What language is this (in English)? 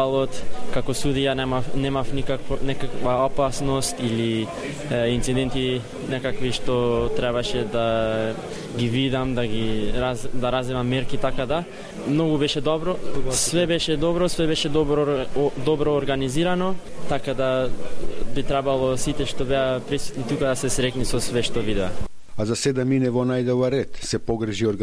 Macedonian